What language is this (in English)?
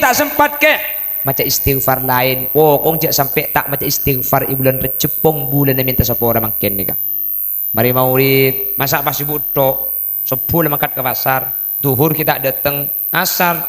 Madurese